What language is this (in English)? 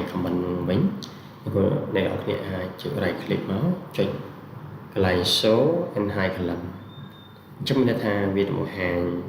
Khmer